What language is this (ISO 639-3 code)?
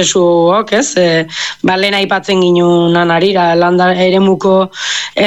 eus